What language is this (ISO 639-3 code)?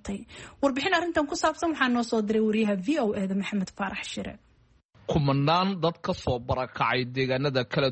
som